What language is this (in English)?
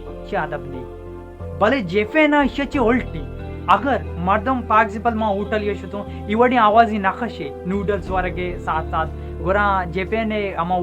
Baluchi